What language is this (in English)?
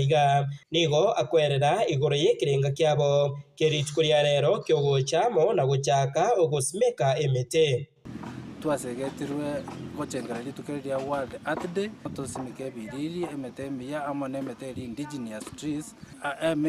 Gusii